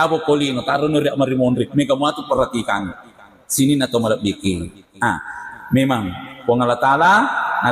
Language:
Buginese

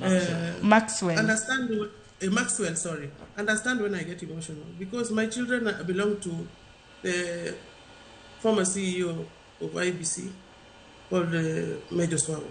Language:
Luo (Kenya and Tanzania)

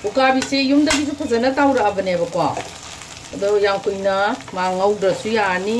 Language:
Manipuri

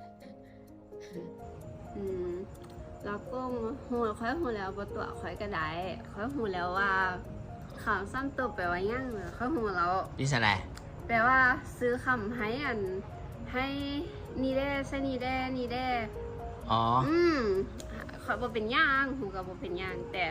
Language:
Lao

